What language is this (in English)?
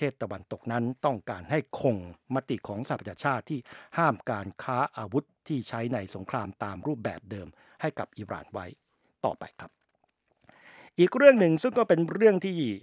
Thai